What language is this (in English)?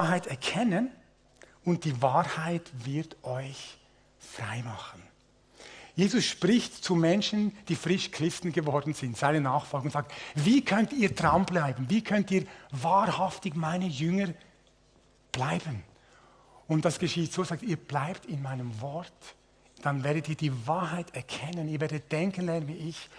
Swiss German